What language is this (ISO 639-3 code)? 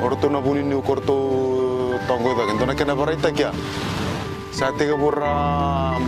fij